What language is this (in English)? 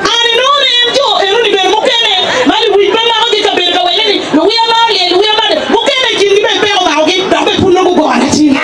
Acoli